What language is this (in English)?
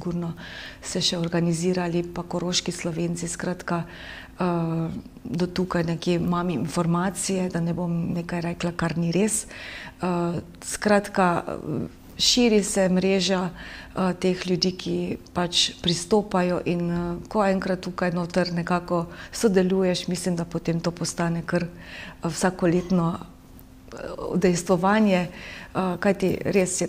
Slovenian